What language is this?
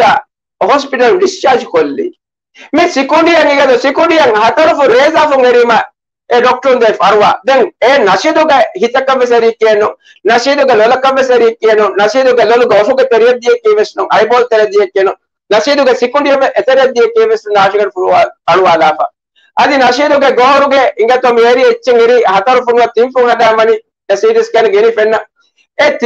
Divehi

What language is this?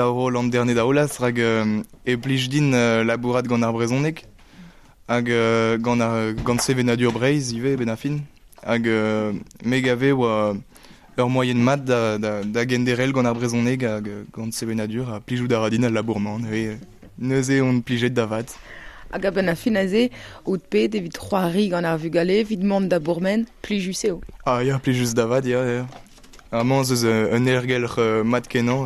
Breton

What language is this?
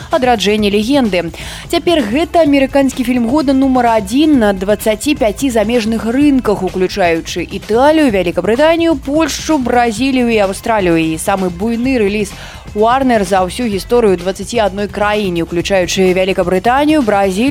Belarusian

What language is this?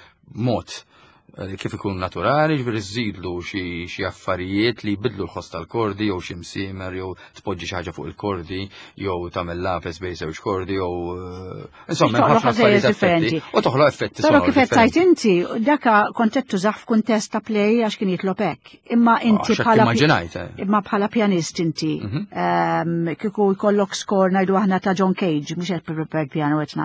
Maltese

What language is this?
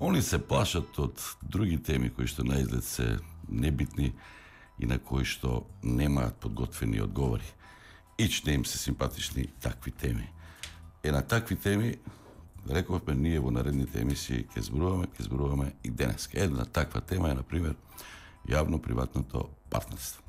Macedonian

